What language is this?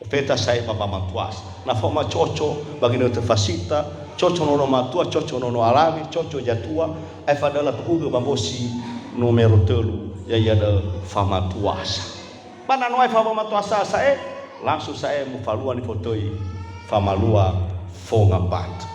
Nias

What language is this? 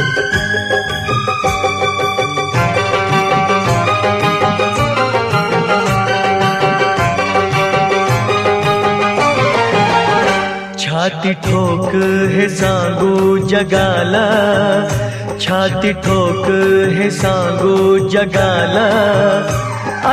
Marathi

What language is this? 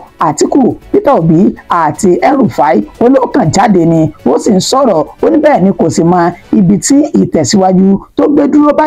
Yoruba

